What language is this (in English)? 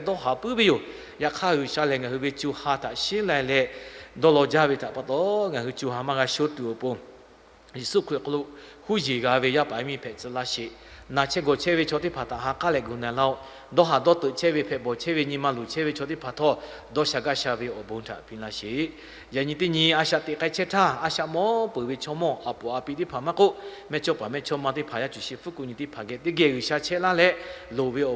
Lahu